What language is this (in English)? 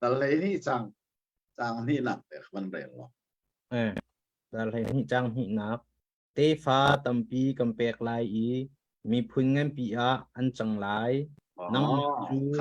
Hakha Chin